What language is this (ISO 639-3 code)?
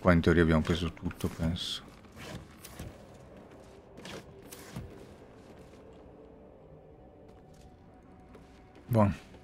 ita